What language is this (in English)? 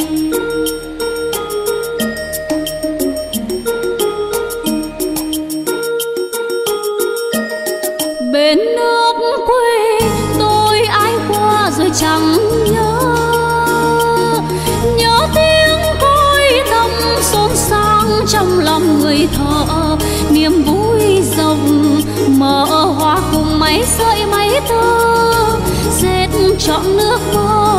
Vietnamese